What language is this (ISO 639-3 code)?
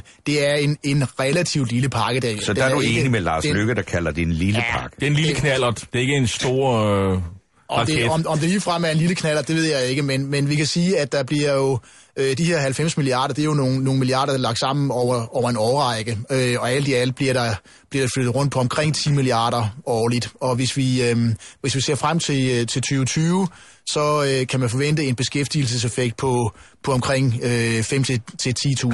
dan